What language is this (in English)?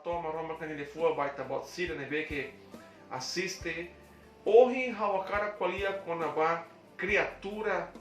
Tetum